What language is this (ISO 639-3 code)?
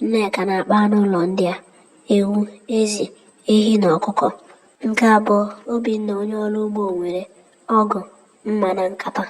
ibo